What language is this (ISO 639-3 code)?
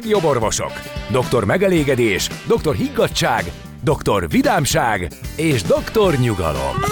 hun